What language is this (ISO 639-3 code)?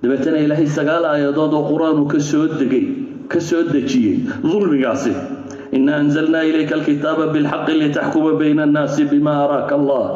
som